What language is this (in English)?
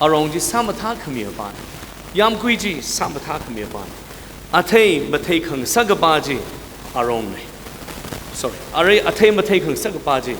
Tangkhul Naga (India)